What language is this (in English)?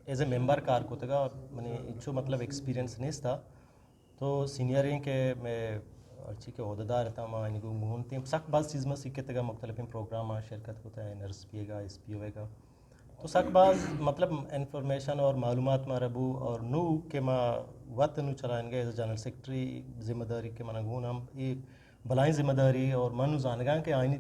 Eastern Balochi